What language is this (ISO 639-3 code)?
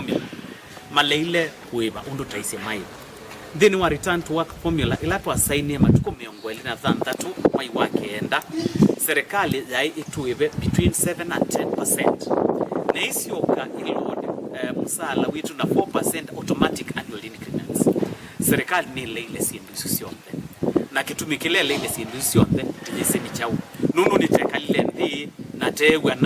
kam